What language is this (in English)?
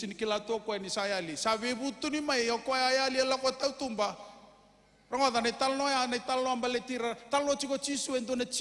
Fijian